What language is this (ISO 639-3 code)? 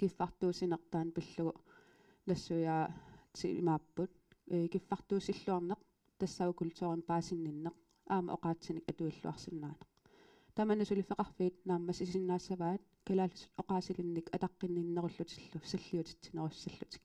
kal